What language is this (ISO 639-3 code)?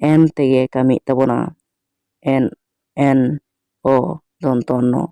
sat